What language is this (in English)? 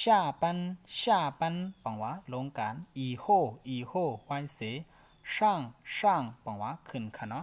Shan